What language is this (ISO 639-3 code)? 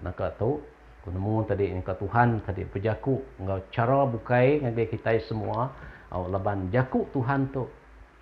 iba